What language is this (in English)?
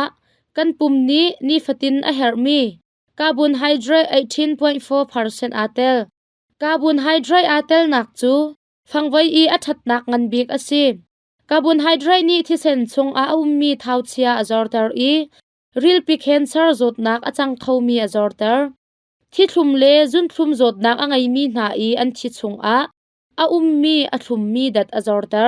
Hakha Chin